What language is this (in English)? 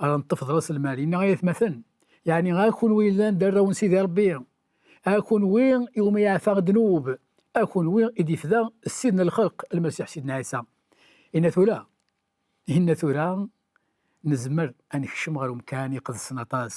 Kabyle